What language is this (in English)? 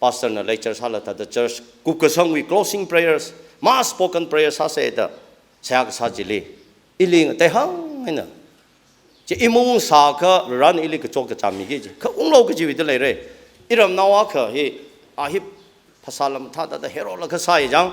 Tangkhul Naga (India)